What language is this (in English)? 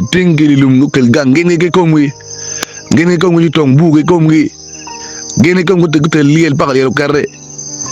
Acoli